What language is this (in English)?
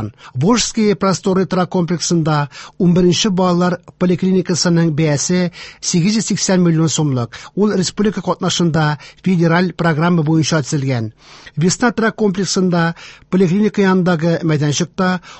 Tatar